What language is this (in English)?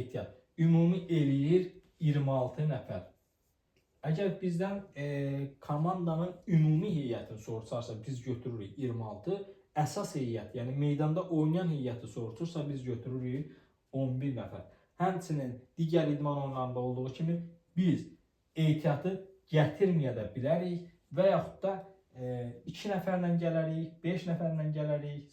Azerbaijani